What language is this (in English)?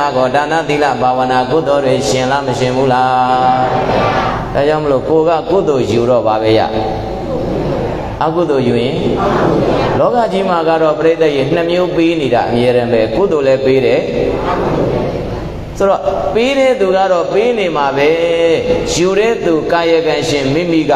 Burmese